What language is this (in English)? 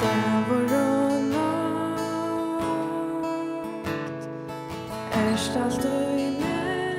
Faroese